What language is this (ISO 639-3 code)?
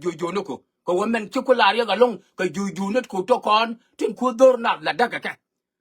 nus